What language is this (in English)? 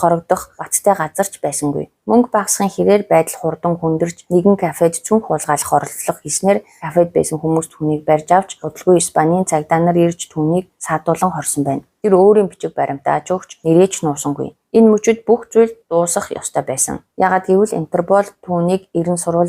Mongolian